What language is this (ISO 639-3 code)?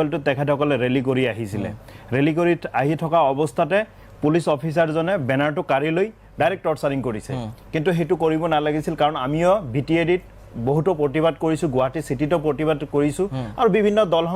asm